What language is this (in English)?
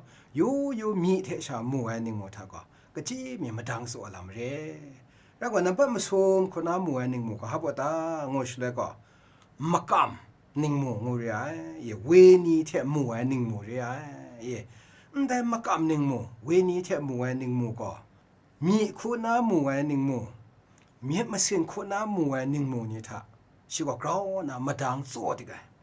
Kachin